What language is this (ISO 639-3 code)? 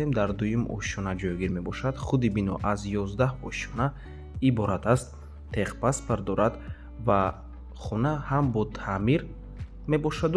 tgk